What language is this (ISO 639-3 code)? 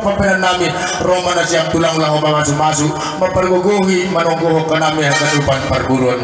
bts